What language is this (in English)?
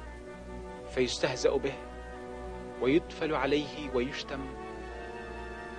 Arabic